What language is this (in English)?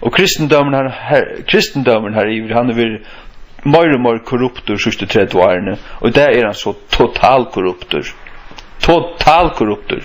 Faroese